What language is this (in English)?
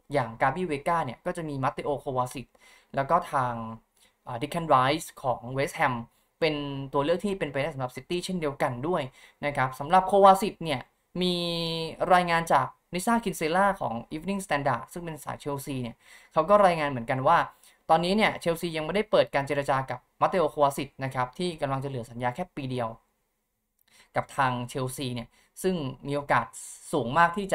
Thai